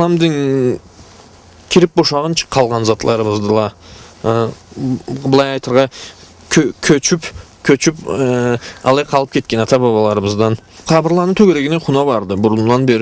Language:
Karachay-Balkar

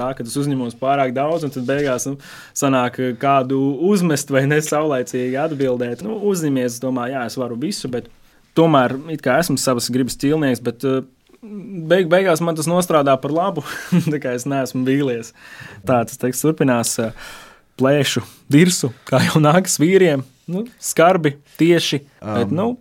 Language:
Latvian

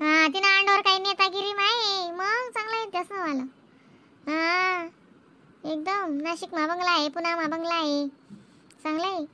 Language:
Khandesi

